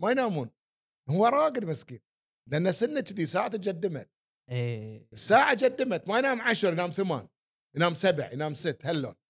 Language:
Gulf Arabic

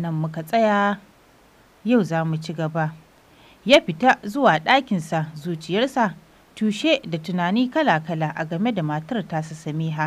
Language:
Hausa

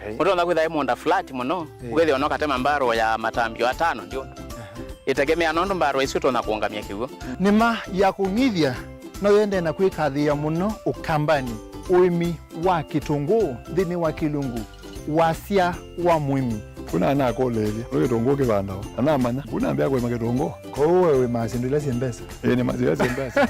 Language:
Kamba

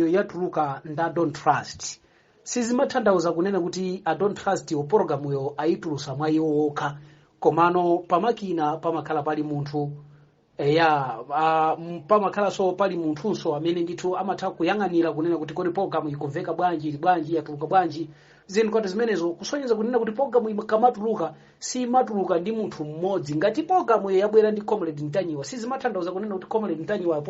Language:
Nyanja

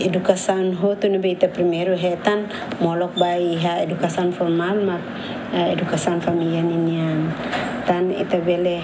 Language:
Tetum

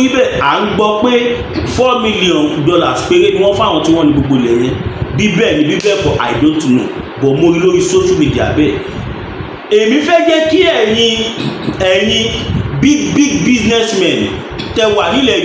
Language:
Yoruba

